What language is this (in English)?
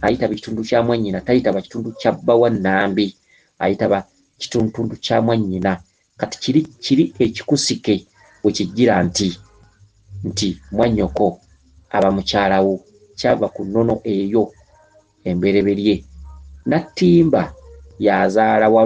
Ganda